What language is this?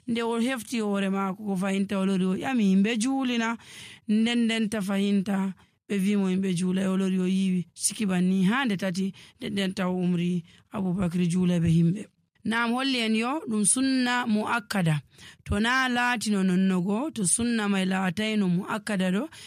Nigerian Fulfulde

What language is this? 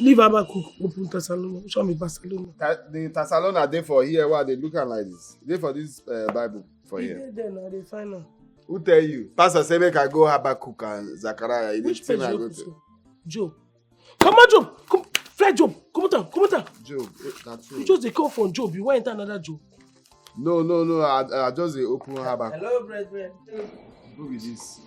Nigerian Pidgin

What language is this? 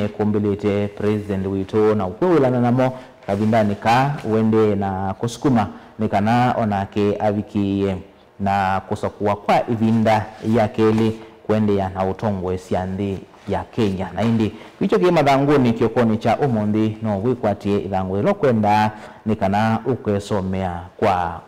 Kamba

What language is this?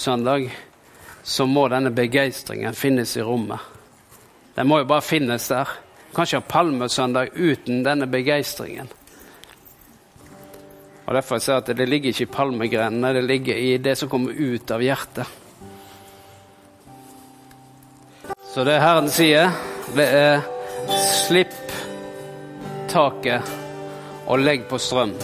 Norwegian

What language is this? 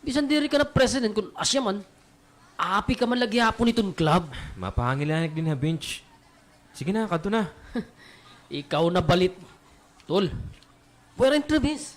Waray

